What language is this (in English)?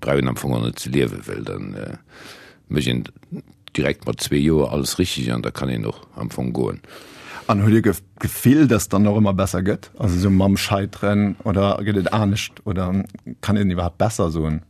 Luxembourgish